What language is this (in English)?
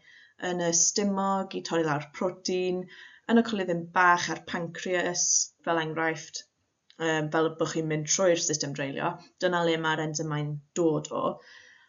Welsh